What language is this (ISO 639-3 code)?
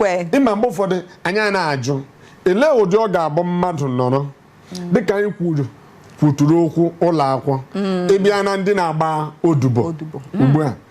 ibo